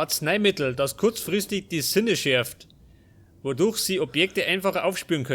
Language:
Bavarian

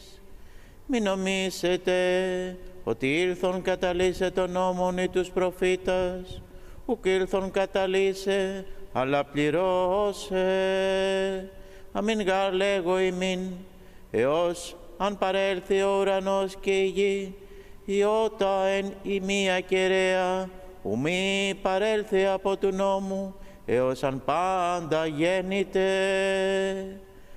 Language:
Greek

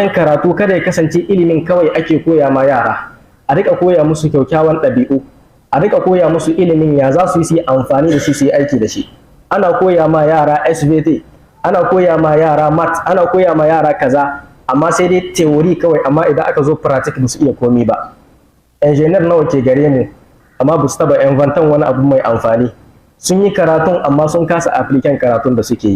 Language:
Hausa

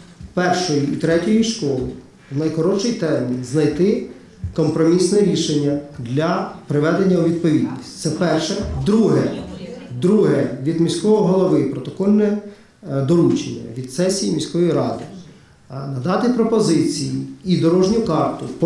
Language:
Ukrainian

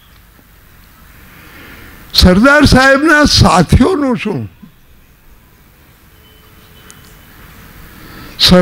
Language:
Gujarati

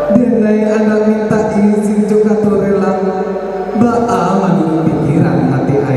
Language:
Minangkabau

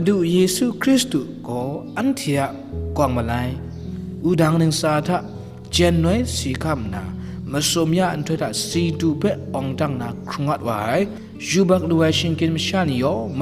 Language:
Kachin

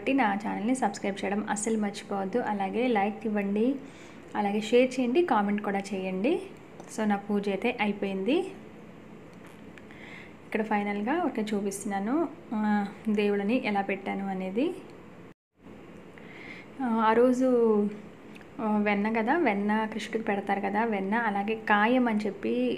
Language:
Telugu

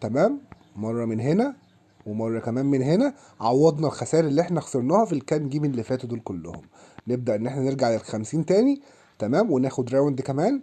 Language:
Egyptian Arabic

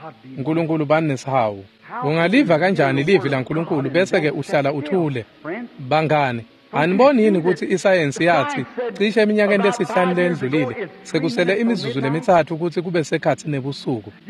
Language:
Swati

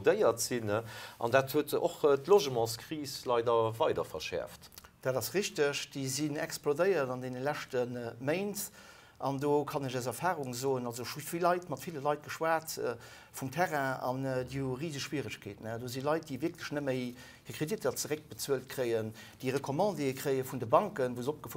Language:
Luxembourgish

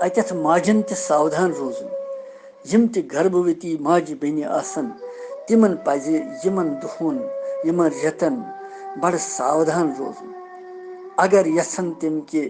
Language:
Kashmiri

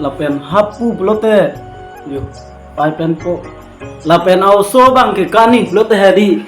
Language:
Karbi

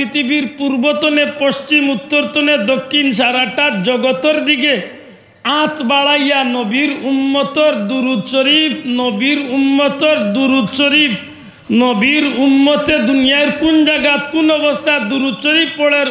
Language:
Sylheti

